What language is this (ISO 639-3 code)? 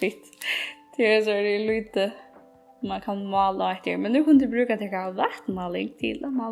fao